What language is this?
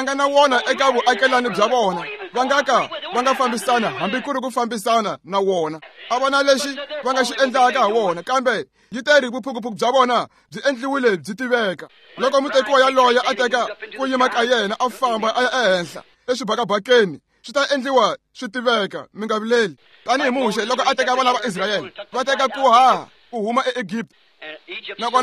Tsonga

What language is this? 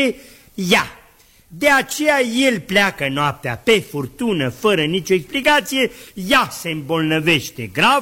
Romanian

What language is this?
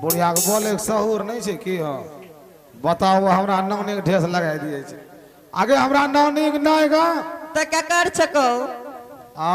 Maithili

